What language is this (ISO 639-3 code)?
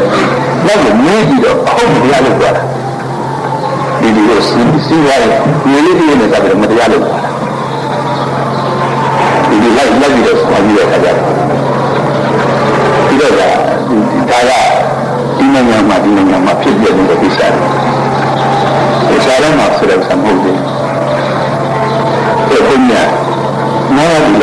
mya